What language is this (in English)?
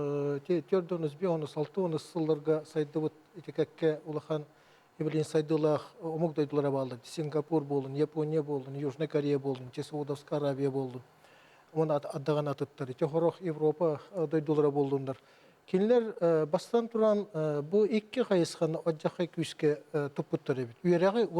Yakut